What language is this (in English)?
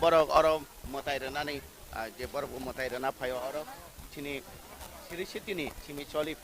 Kok Borok